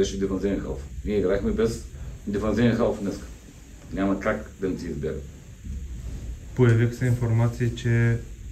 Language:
Bulgarian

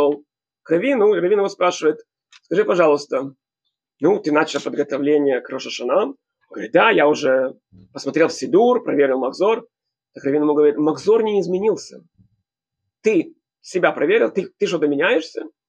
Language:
Russian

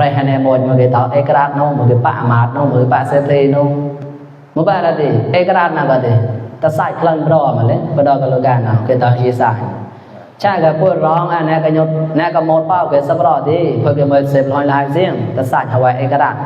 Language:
Mon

